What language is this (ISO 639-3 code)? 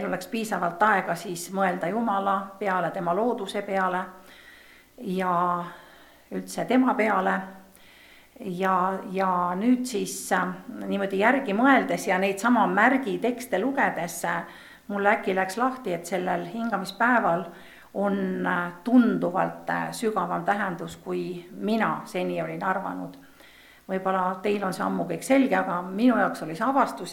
est